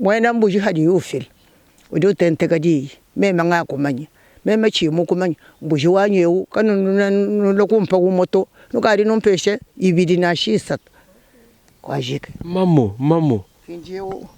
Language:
Luba-Lulua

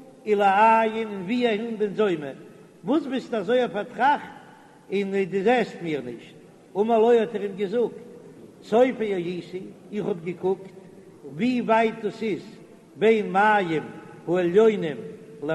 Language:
Yiddish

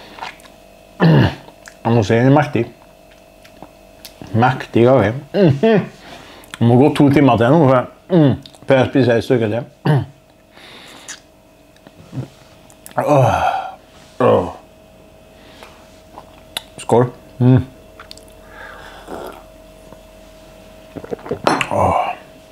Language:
Norwegian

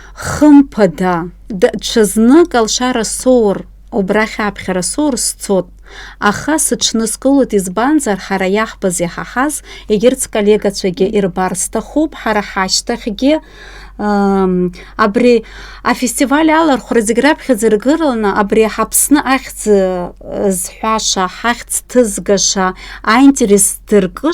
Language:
Abkhazian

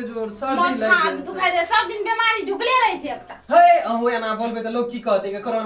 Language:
Maithili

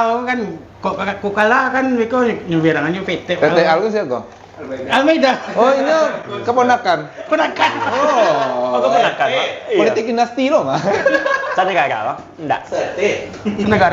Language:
Minangkabau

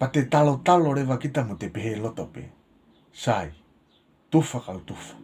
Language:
Tongan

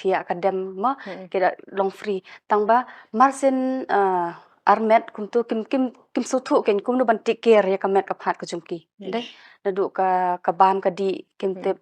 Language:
Khasi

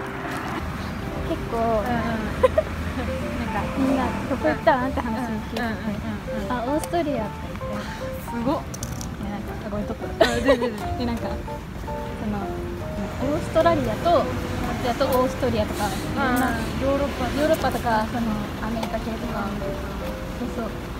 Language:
Japanese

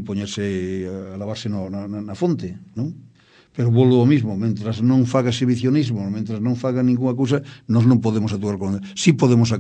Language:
Galician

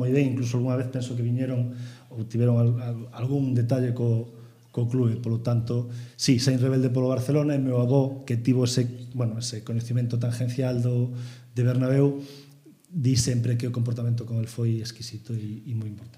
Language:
Galician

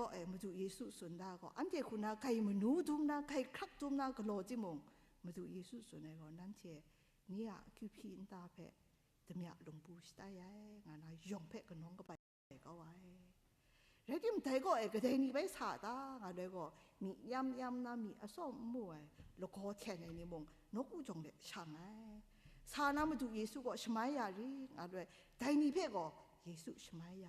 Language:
Kachin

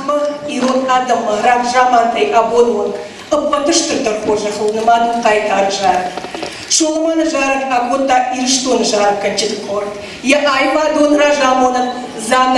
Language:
Ossetic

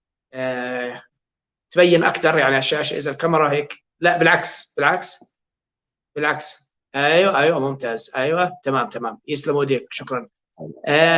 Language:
North Levantine Arabic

